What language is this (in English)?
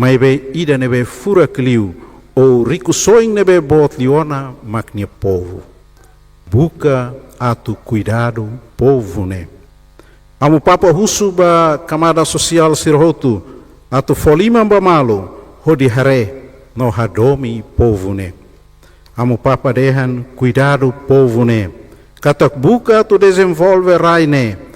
Tetum